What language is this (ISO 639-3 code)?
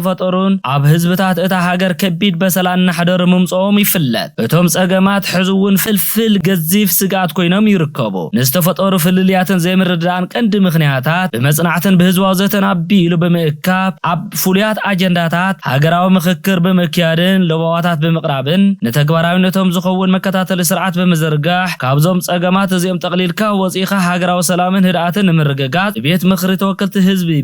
tir